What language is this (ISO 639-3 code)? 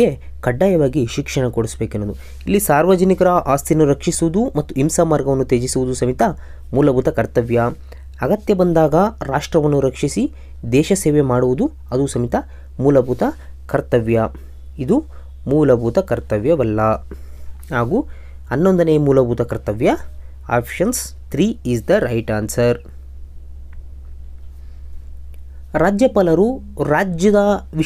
kan